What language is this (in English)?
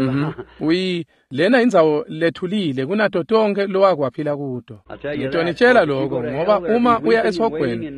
Swati